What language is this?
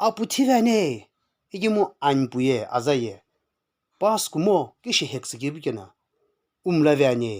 Sumi Naga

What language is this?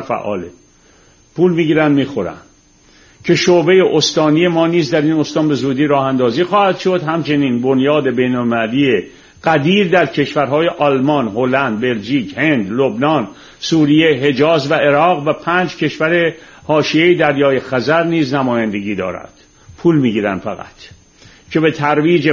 Persian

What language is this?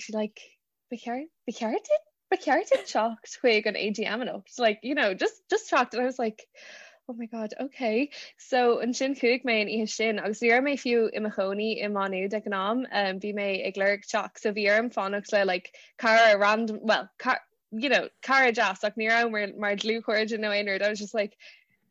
Irish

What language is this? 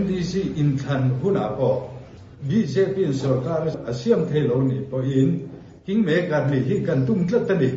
Mizo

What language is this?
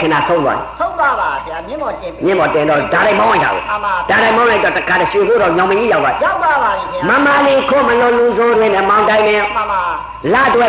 Burmese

